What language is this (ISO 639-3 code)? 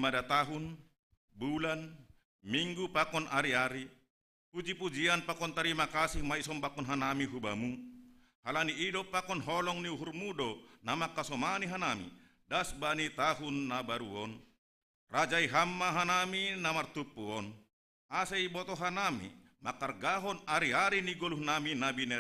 bts